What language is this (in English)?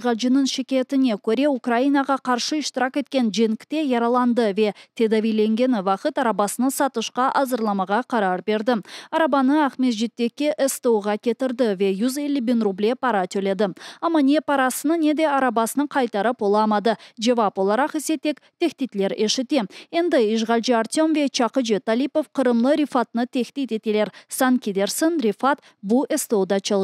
Crimean Tatar